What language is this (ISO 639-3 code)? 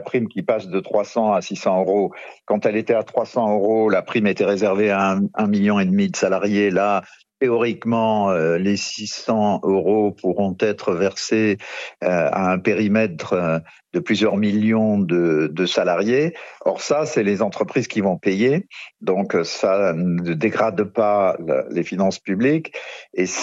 fra